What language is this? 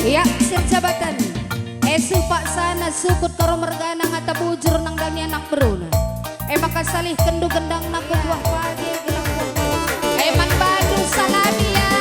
Batak Karo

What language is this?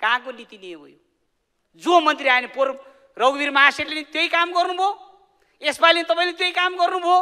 Nepali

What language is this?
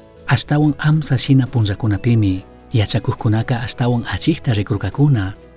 Chimborazo Highland Quichua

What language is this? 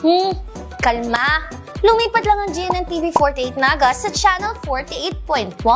Bikol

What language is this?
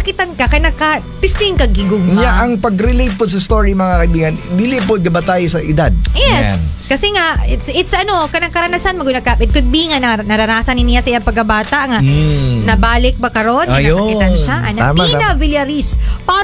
Cebuano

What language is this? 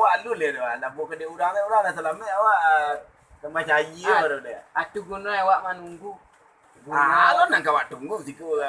Minangkabau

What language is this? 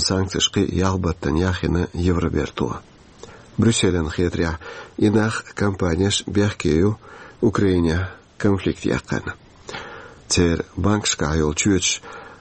Chechen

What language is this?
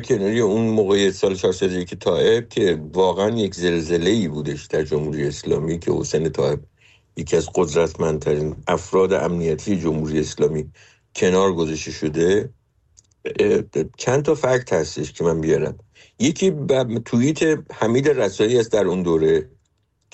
Persian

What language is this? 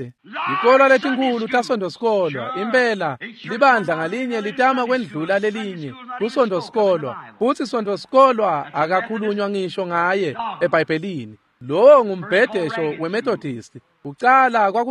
Swati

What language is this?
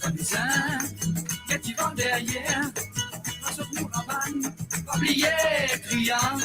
Morisyen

